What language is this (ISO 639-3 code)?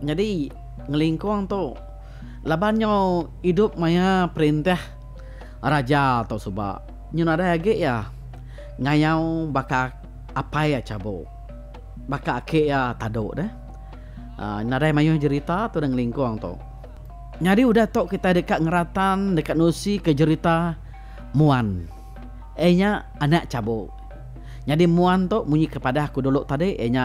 iba